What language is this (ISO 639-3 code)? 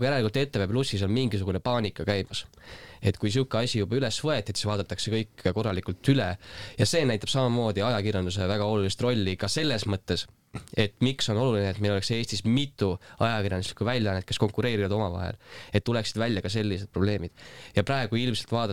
est